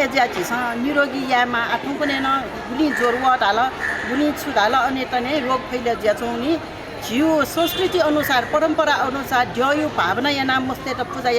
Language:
Newari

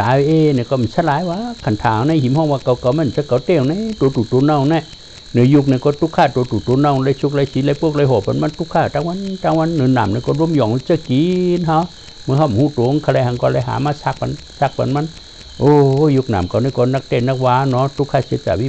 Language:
Shan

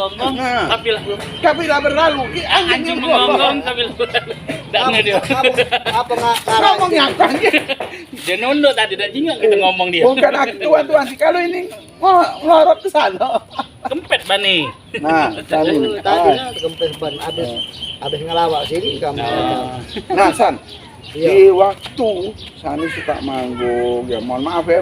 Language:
Musi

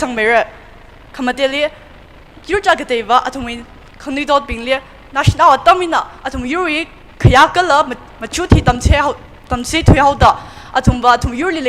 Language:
Tangkhul Naga (India)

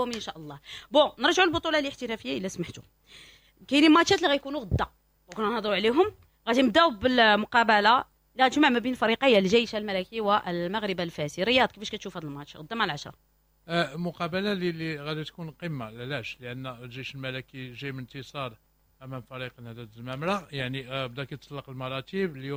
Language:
Moroccan Arabic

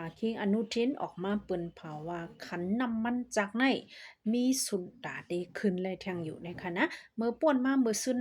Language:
Shan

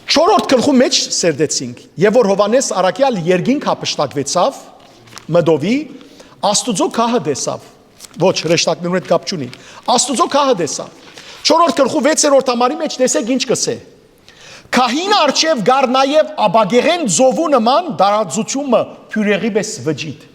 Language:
Western Armenian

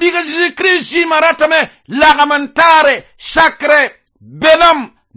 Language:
Mossi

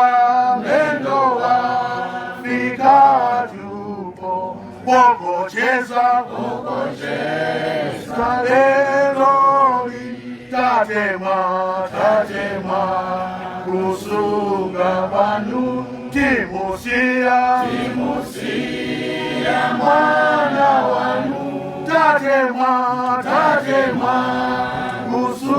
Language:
Nyanja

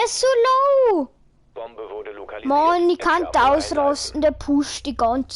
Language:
Bavarian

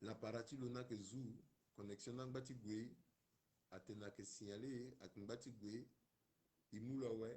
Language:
Sango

